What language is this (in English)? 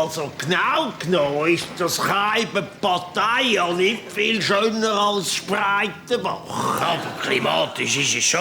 Swiss German